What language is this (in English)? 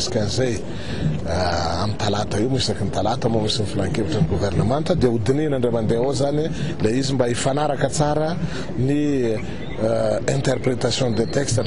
Malagasy